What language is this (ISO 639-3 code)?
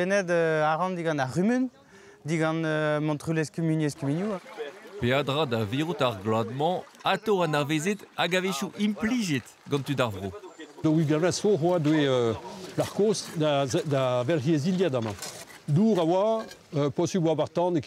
bre